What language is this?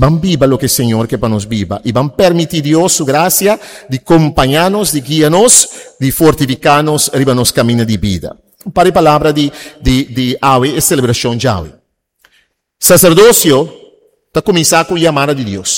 Papiamento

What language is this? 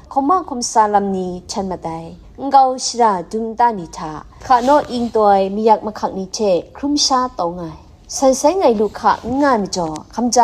Kachin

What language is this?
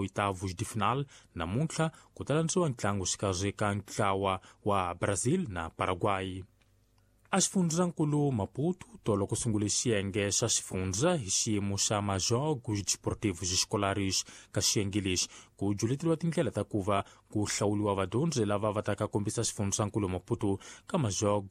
Tsonga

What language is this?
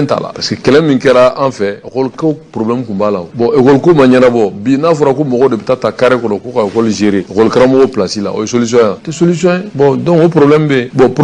Bambara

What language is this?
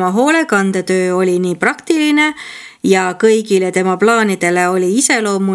Estonian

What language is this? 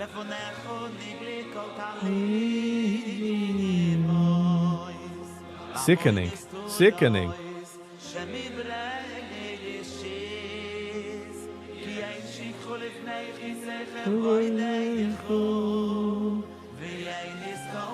Yiddish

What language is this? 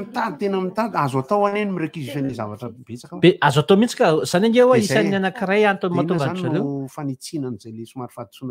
Malagasy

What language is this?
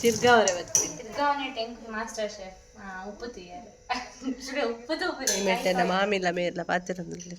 Tulu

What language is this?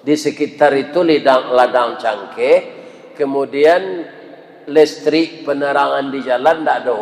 Minangkabau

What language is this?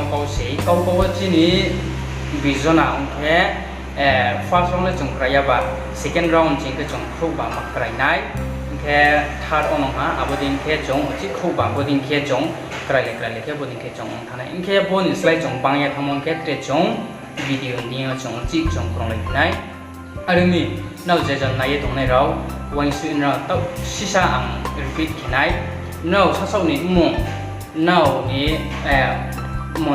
Riang (India)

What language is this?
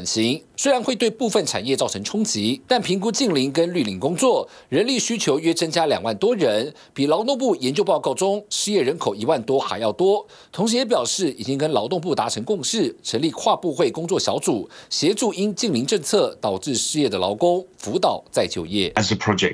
Chinese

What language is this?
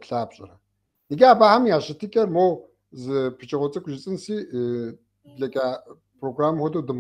Kabardian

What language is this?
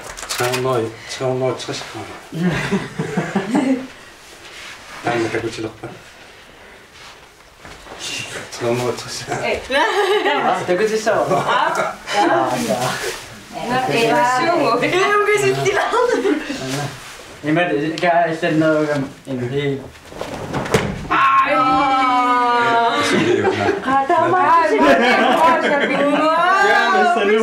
Danish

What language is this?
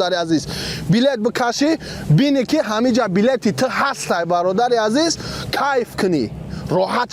Tajik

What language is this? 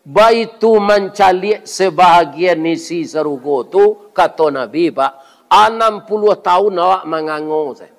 Minangkabau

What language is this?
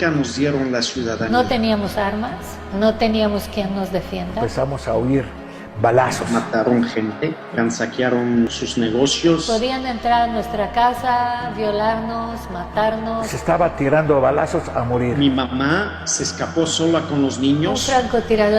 Ladino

